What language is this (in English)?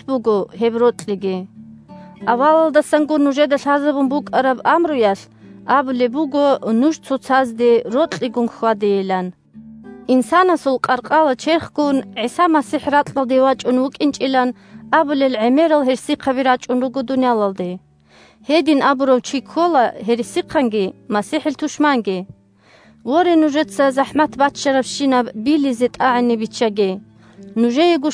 Avaric